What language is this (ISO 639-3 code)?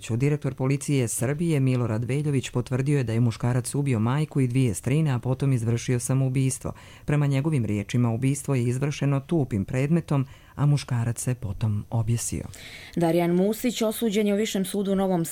hrv